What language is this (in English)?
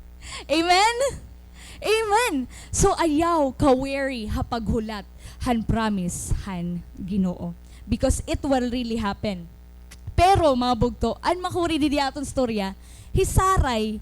Waray